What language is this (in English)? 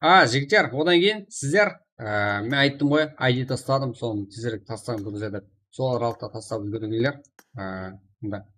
Kara-Kalpak